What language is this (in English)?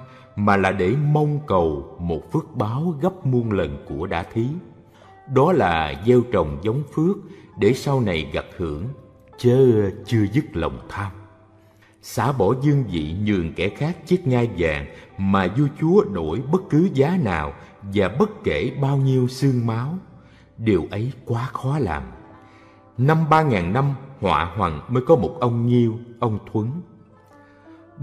Vietnamese